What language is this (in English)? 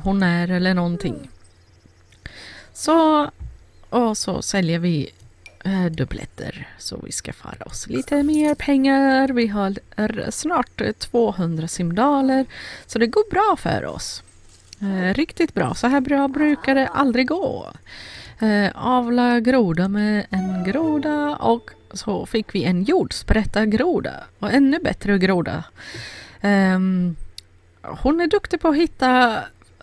Swedish